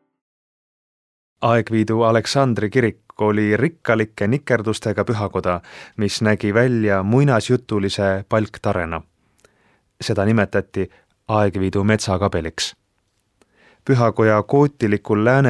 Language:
Estonian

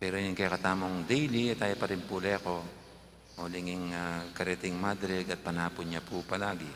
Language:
Pampanga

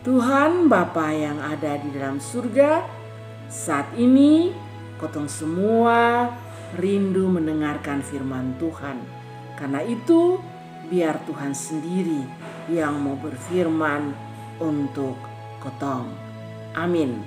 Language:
Kupang Malay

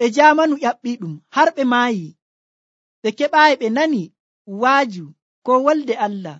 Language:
Nigerian Fulfulde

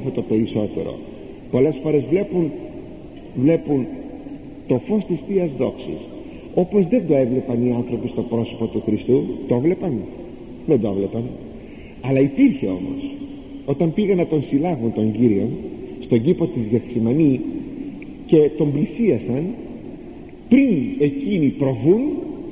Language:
Greek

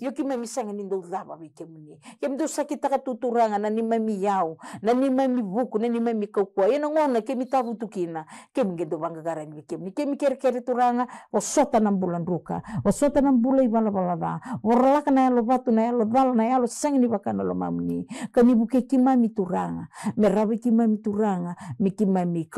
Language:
Fijian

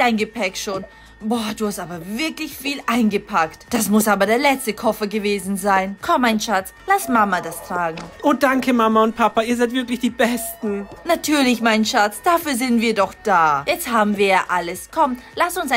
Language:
German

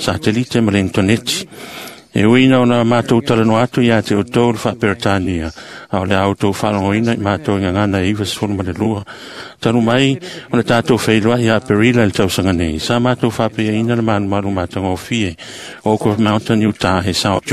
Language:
Samoan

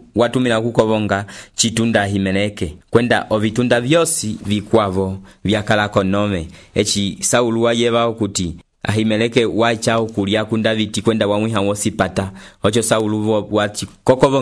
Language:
Umbundu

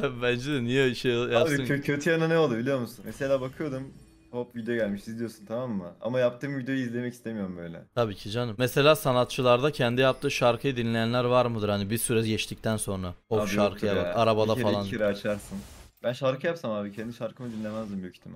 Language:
Turkish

